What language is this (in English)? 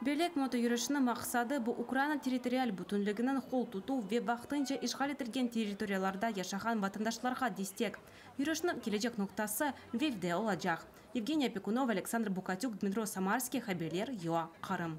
Crimean Tatar